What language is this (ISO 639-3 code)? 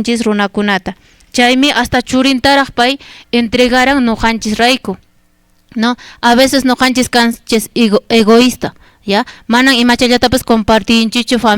que